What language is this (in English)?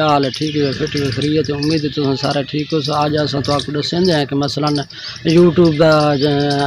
Saraiki